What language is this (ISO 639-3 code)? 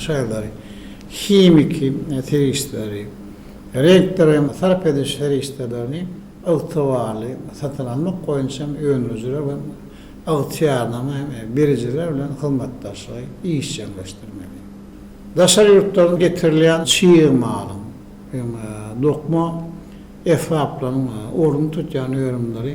tuk